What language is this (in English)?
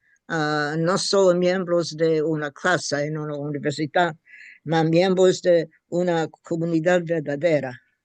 Ladino